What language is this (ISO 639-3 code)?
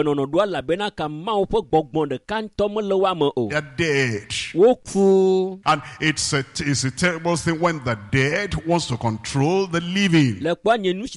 ewe